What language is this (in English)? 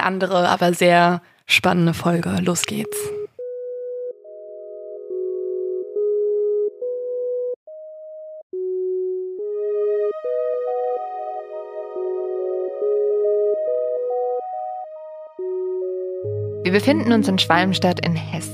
German